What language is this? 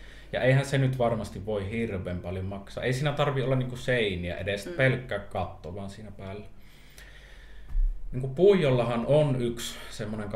Finnish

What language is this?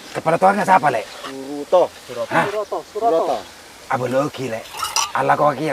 Madurese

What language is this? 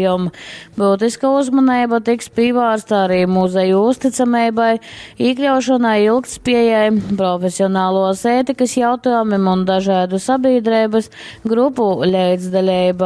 Latgalian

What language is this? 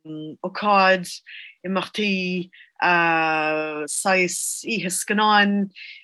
Irish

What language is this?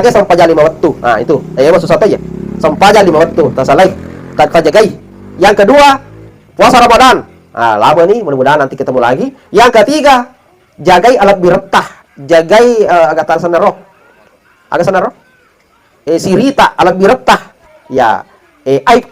Buginese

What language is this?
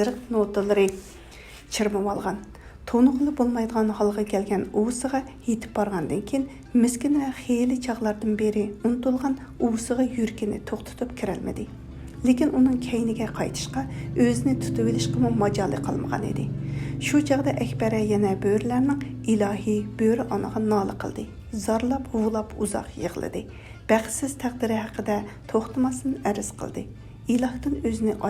Uyghur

